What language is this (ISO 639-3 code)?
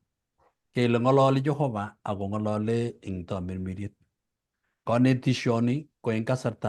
kln